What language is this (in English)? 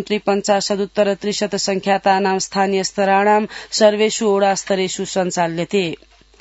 Sanskrit